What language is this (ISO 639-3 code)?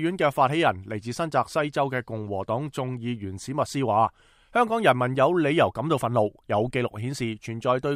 yue